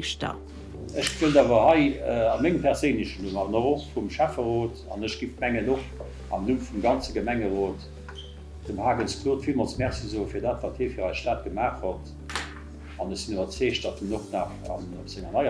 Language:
Luxembourgish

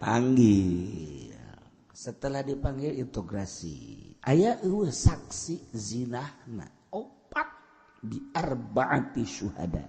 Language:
Sundanese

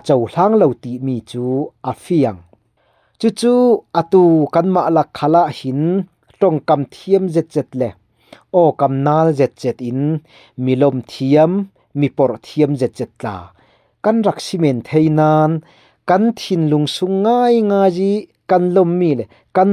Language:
Falam Chin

